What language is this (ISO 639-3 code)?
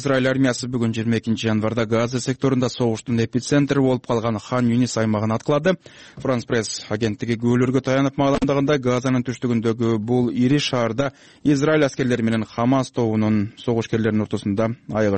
kir